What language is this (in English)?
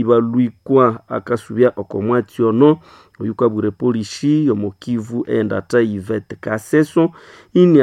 Nande